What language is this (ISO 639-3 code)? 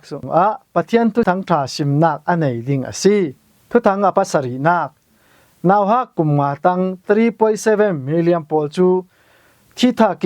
cfm